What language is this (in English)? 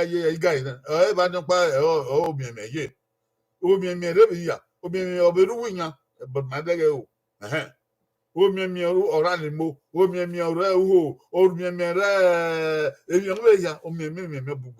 Bini